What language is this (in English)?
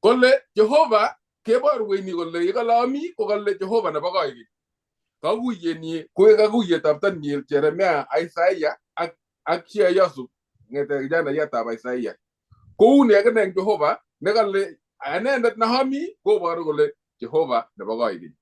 Kalenjin